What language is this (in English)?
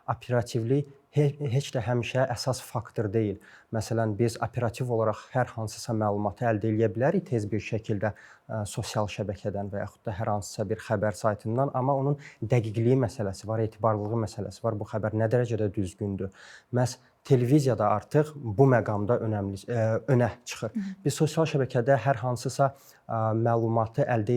Azerbaijani